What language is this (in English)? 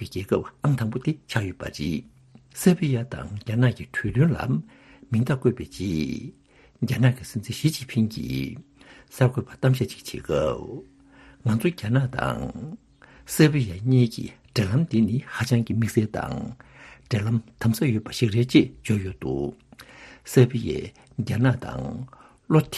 Tibetan